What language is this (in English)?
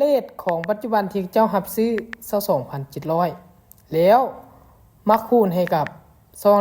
Lao